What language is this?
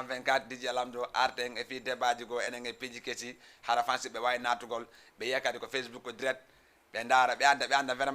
Fula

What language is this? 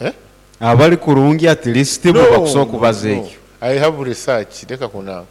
Nyoro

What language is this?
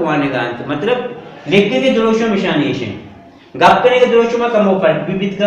Baluchi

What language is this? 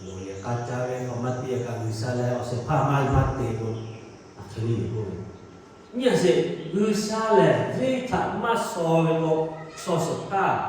Lahu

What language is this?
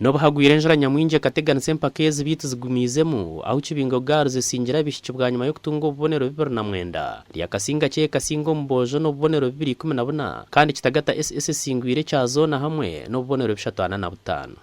Nyankole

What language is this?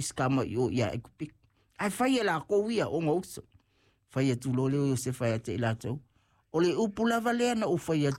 Samoan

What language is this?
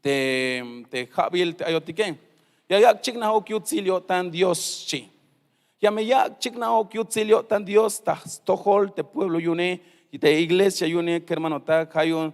Tzeltal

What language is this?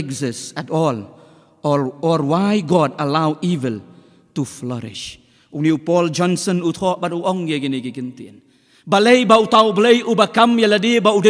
Khasi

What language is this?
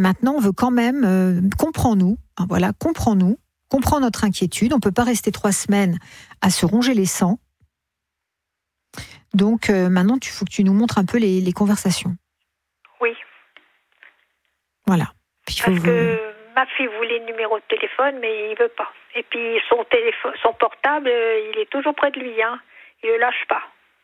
French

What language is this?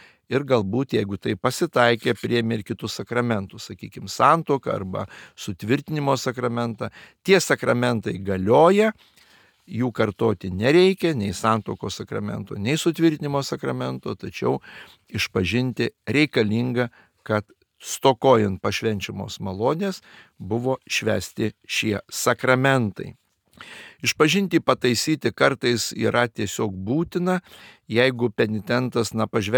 Lithuanian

